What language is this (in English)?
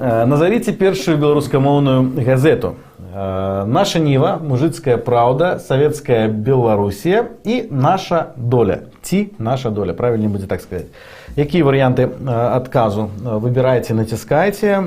Belarusian